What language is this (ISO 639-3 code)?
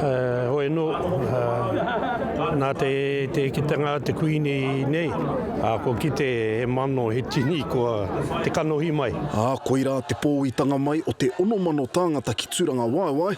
mri